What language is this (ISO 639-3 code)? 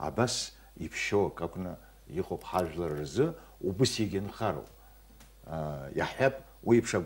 abk